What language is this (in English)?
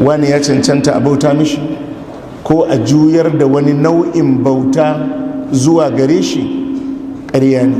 Hausa